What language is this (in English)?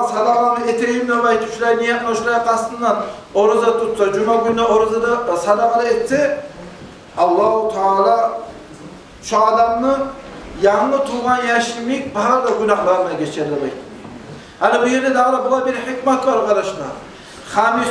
Kumyk